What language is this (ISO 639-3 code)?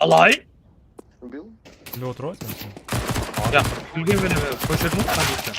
kaa